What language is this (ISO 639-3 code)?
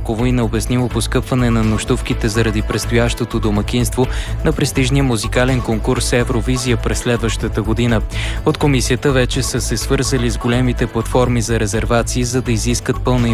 bul